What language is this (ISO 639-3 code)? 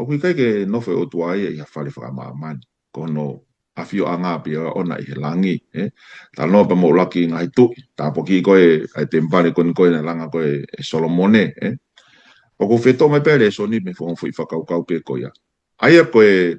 ton